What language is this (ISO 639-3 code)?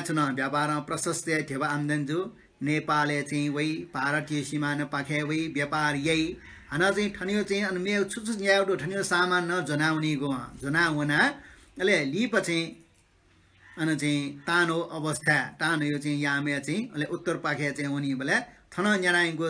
new